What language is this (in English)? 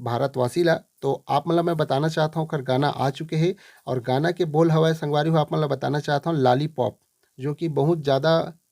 Chhattisgarhi